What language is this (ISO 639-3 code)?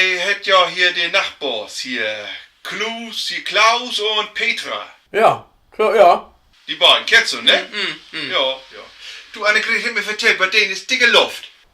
nds